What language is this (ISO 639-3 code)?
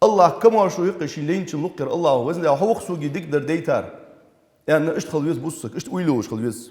inh